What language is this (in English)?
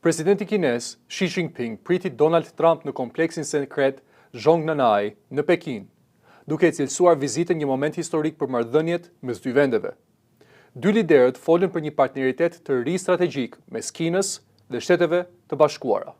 Albanian